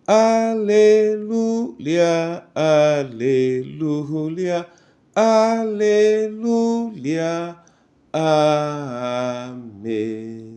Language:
Duala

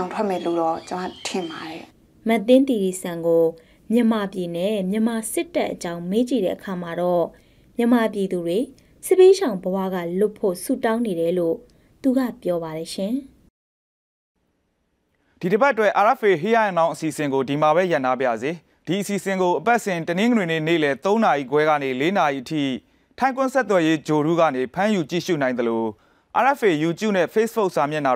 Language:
Burmese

